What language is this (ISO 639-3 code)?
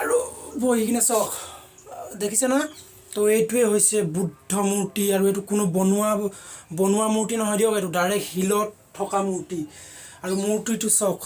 asm